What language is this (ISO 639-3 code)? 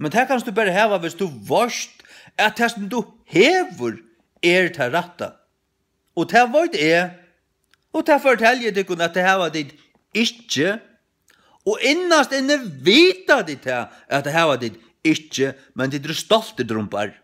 fao